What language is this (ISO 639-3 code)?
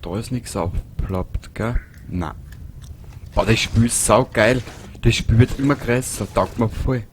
bar